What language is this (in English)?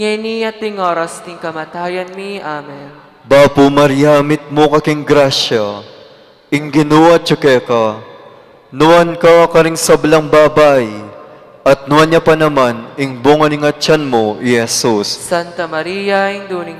Pampanga